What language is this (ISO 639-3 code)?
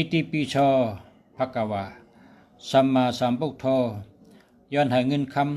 shn